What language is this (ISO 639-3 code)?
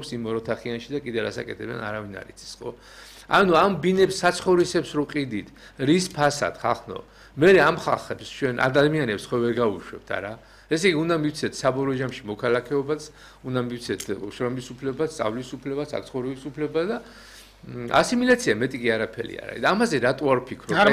kat